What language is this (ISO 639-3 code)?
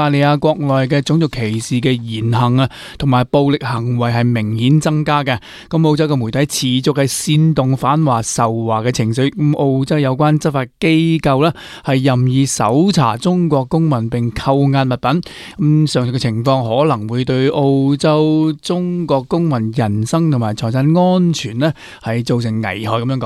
yue